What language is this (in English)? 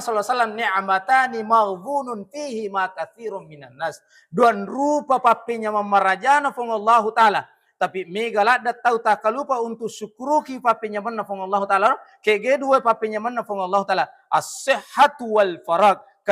Buginese